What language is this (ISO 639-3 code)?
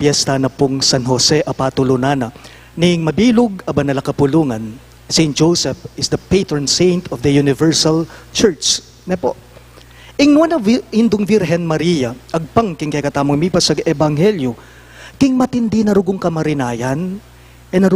pam